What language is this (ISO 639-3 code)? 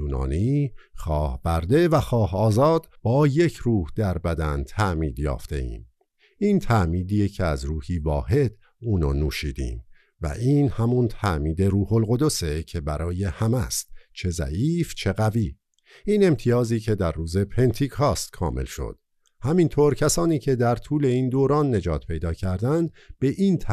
fas